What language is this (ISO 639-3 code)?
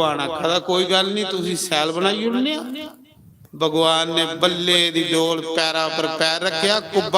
doi